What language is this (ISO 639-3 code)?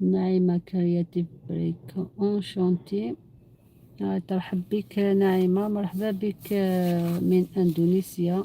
arq